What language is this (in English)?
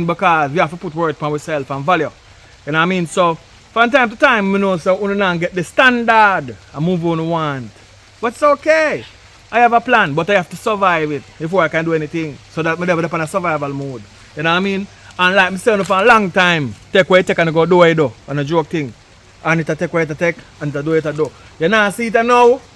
Jamaican Creole English